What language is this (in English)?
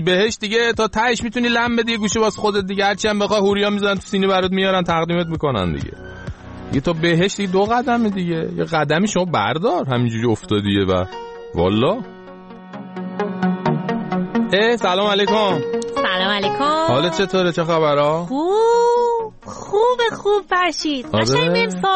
Persian